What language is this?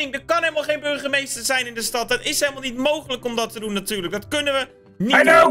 Dutch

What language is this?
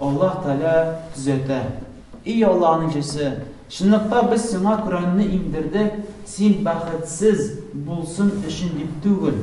Tatar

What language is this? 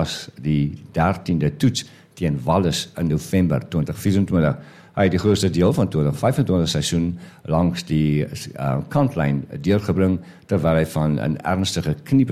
Afrikaans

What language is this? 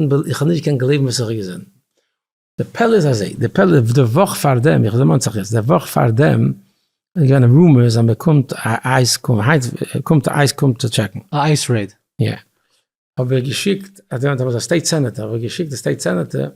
Yiddish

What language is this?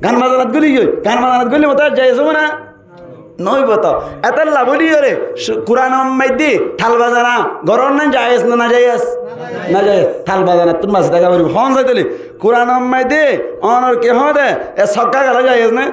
Rohingya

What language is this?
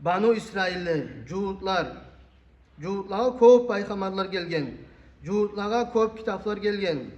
Kumyk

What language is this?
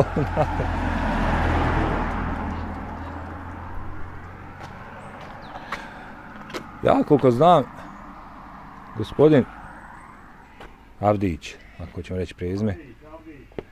Bosnian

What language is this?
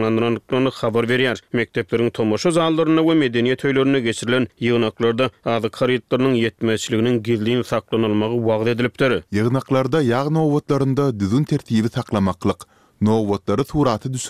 Turkmen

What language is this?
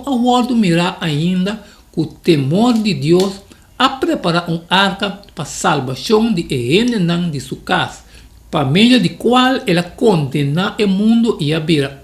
Papiamento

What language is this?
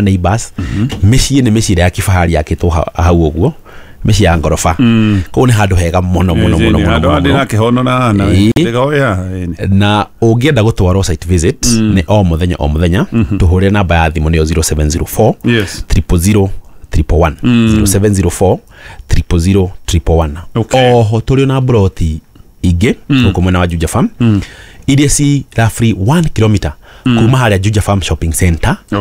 Kikuyu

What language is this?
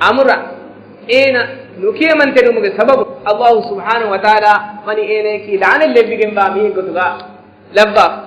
Divehi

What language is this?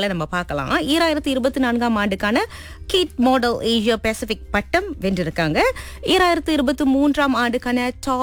Tamil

